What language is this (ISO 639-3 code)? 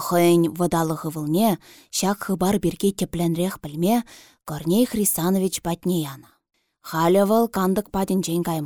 chv